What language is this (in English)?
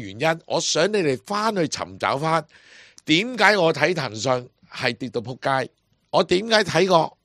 Cantonese